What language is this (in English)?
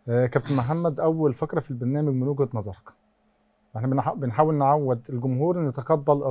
Egyptian Arabic